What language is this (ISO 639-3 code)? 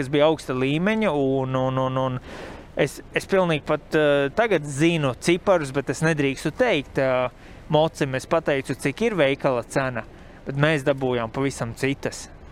lav